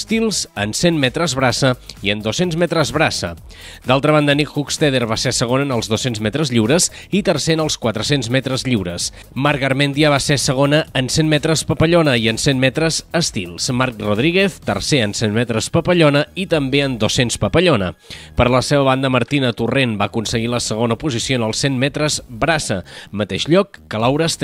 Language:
Catalan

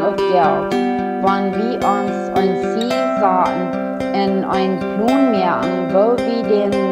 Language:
Plautdietsch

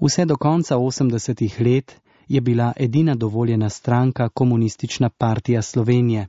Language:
Slovenian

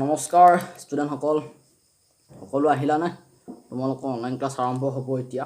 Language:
Assamese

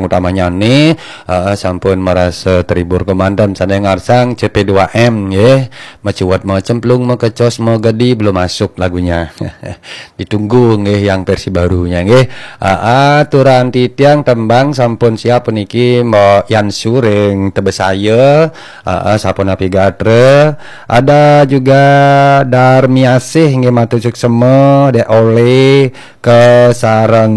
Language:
Balinese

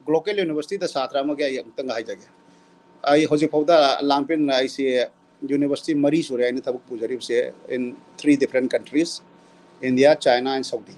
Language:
Manipuri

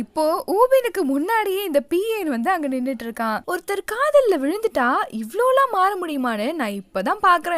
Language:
Tamil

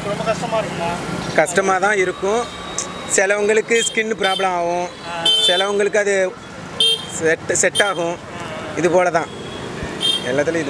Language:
Tamil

